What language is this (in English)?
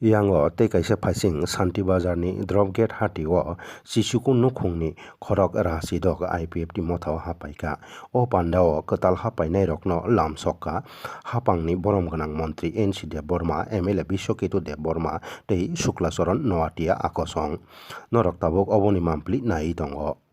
Kok Borok